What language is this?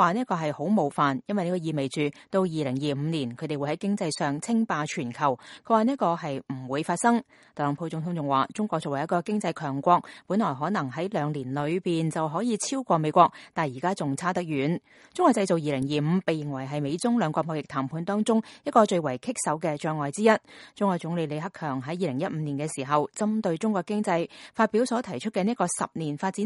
Cantonese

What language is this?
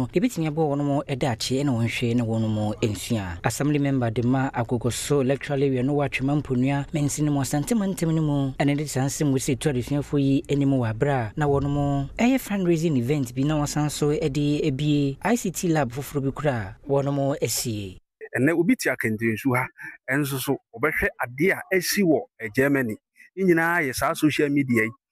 Akan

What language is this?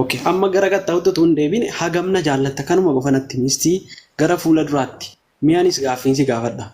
Oromo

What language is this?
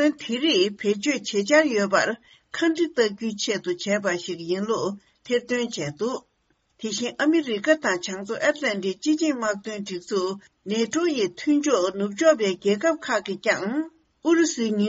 Tibetan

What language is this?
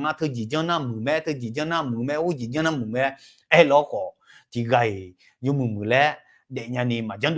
Akha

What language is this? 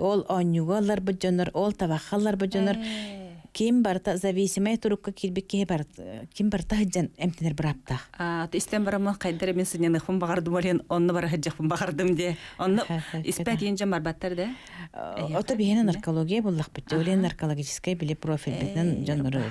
Yakut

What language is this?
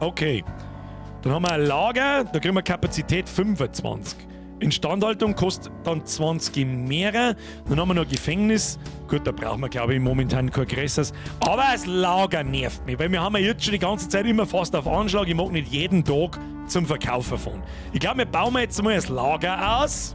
Bavarian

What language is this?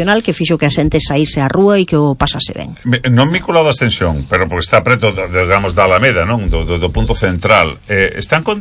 Galician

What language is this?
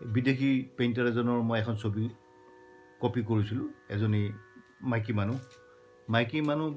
Assamese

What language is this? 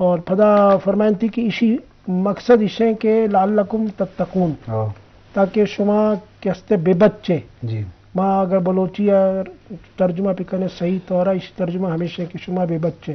Eastern Balochi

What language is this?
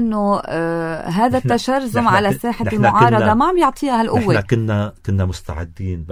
North Levantine Arabic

